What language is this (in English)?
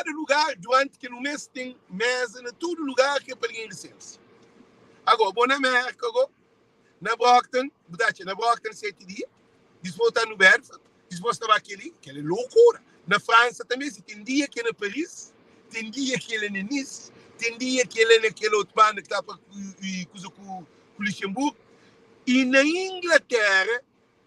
Kabuverdianu